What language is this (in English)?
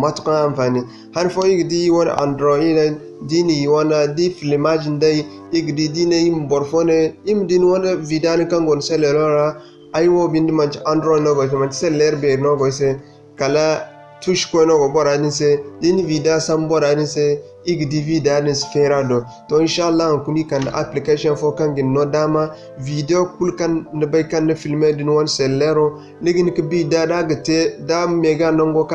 Zarma